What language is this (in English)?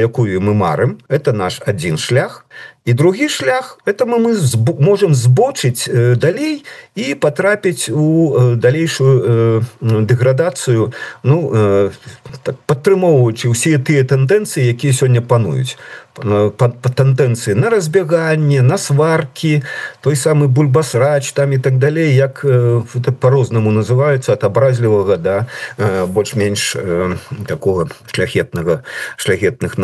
Belarusian